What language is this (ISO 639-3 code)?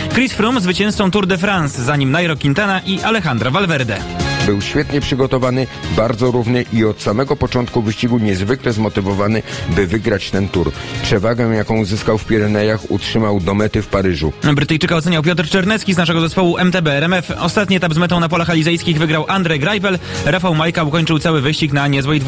pol